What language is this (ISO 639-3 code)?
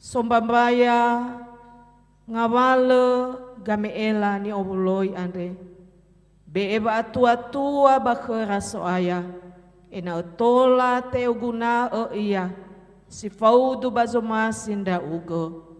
nia